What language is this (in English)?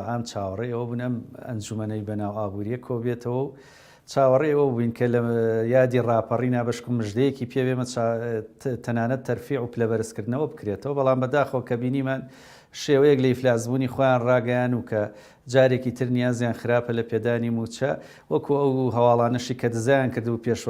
Central Kurdish